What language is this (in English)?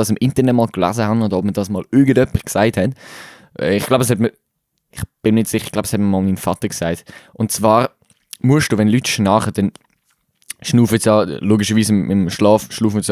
Swiss German